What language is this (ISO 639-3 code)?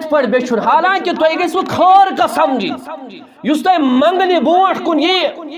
kas